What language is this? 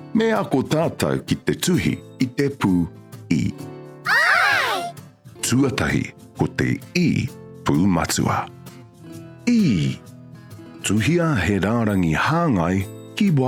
Māori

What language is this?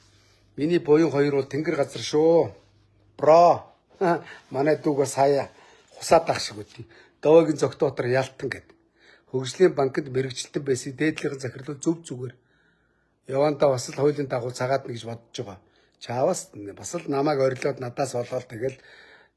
Mongolian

